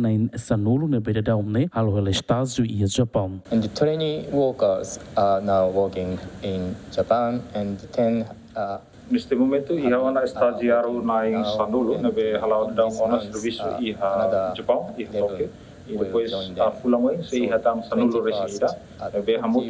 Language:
Tetum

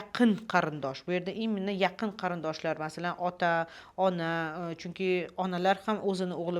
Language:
Uzbek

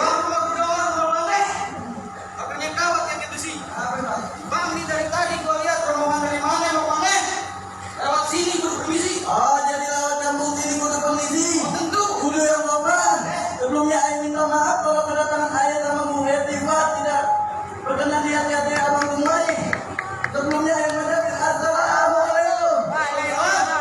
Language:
Betawi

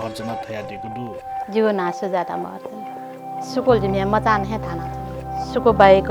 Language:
Newari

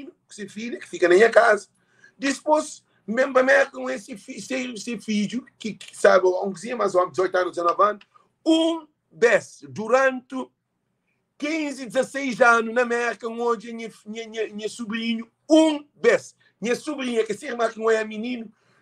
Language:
Kabuverdianu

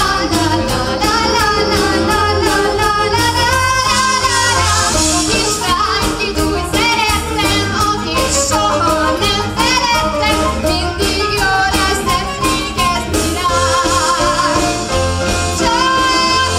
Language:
Hungarian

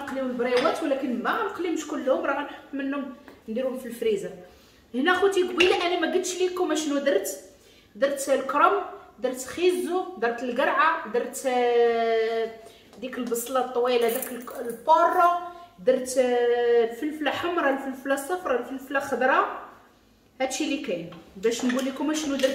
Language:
Moroccan Arabic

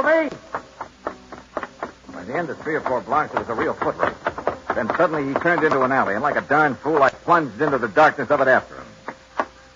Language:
English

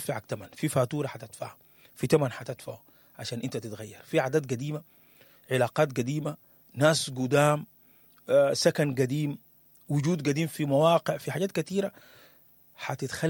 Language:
Sudanese Arabic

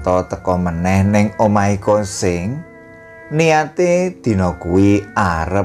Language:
Javanese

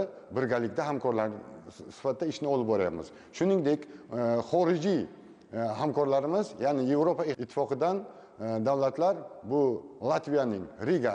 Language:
Uzbek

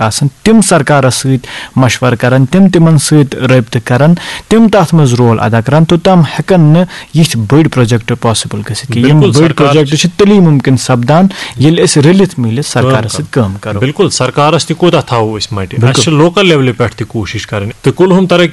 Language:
Kashmiri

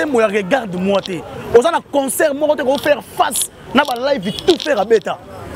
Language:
Lingala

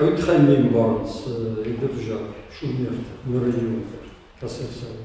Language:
Ossetic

